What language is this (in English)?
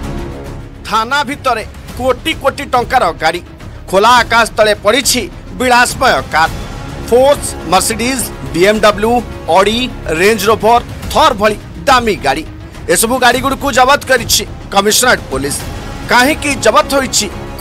Odia